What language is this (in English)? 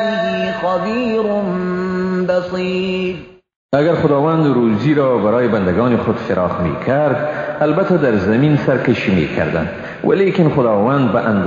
Persian